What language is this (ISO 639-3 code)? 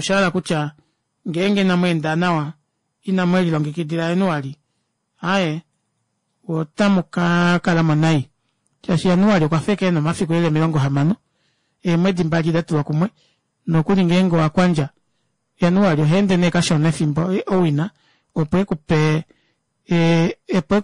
kua